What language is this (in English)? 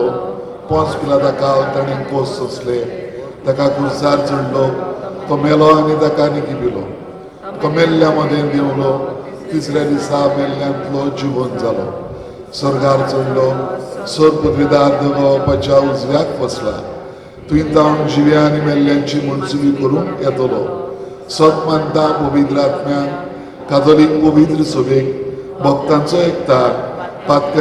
Konkani